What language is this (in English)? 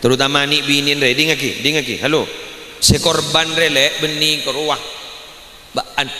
Madurese